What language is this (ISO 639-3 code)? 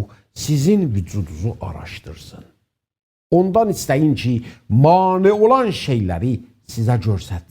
azb